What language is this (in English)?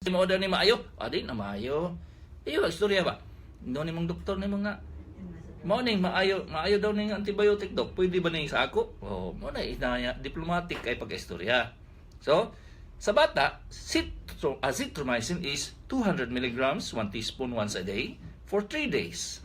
Cebuano